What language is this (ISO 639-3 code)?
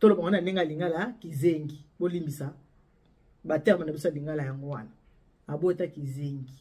lin